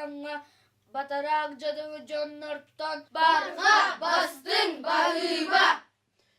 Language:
Yakut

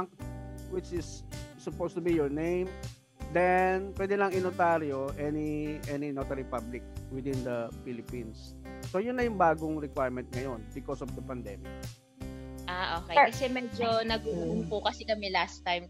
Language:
Filipino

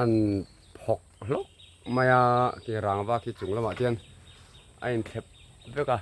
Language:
Mizo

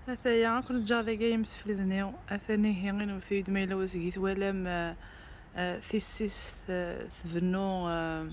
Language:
Kabyle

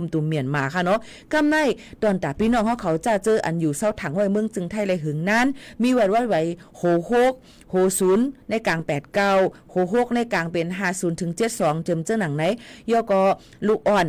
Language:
Shan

